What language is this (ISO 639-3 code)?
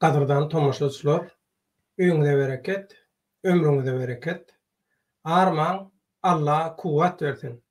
tuk